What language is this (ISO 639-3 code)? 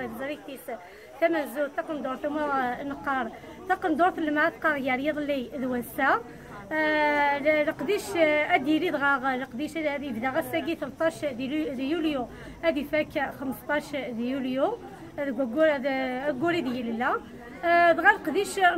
kab